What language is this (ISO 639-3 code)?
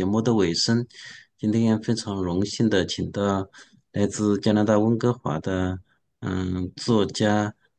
zho